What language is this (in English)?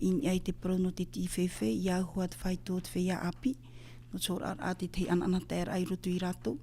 Tahitian